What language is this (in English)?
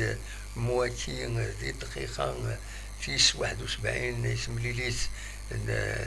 Kabyle